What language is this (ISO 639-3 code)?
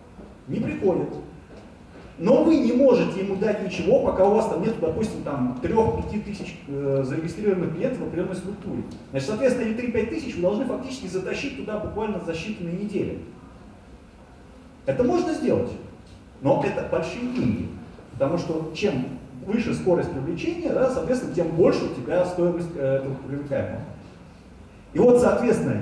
rus